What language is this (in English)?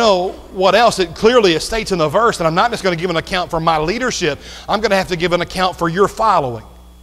English